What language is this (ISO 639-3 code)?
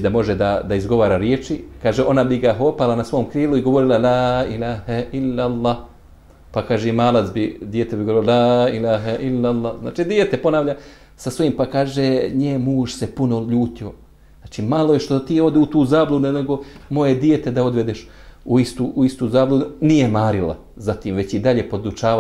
bos